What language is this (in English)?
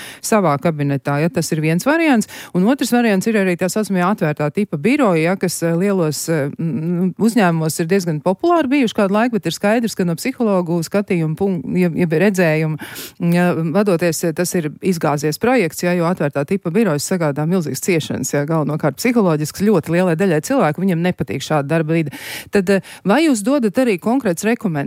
Latvian